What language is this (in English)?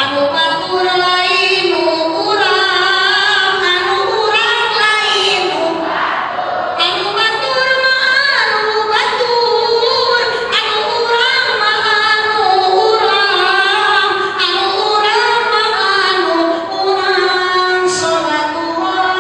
Sundanese